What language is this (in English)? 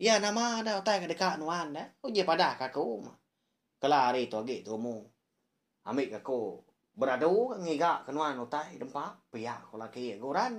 Iban